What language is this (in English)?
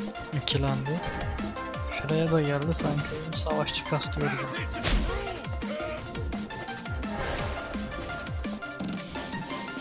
Turkish